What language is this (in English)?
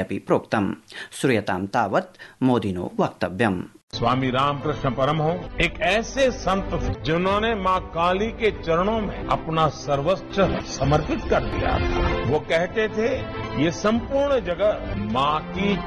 Sanskrit